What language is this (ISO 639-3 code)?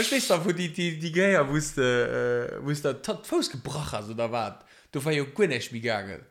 ltz